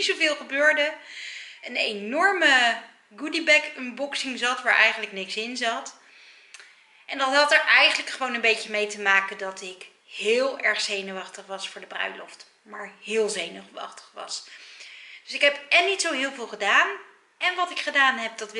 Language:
Dutch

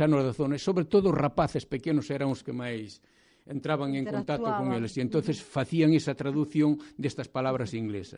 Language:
Galician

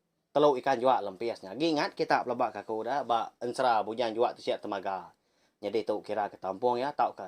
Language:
Iban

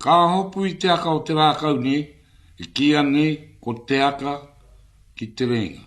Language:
Māori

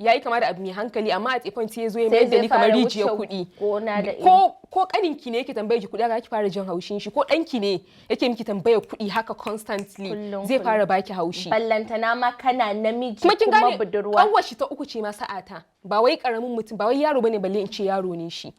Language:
Hausa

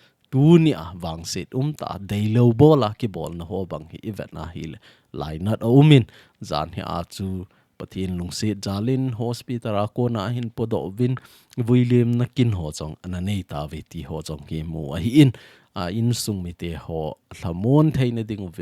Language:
Thado Chin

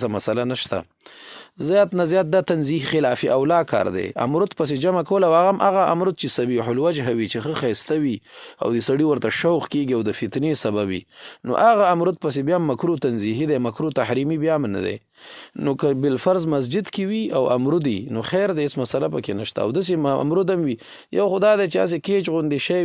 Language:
Pashto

